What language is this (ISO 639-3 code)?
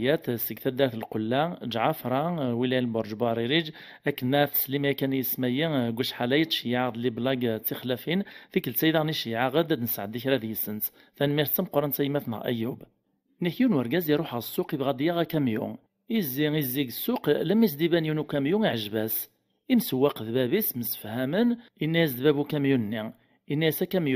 kab